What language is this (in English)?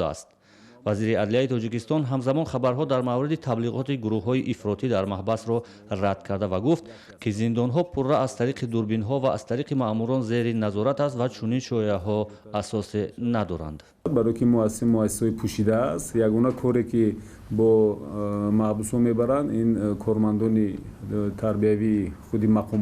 Tajik